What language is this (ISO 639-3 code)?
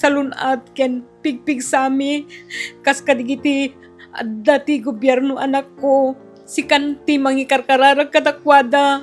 ilo